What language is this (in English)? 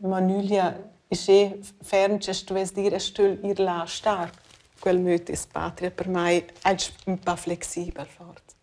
Romansh